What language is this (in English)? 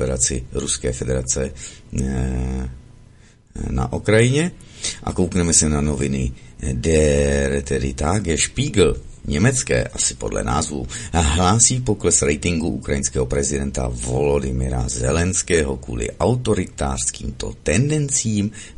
Czech